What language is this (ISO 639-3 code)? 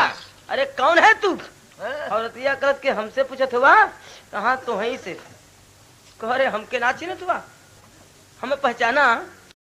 bho